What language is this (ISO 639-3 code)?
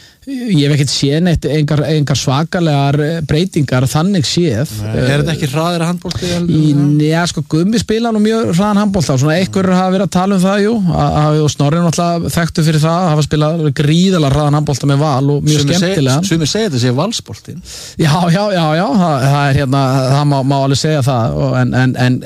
isl